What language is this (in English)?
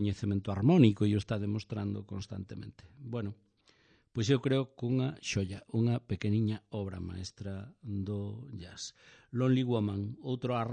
Galician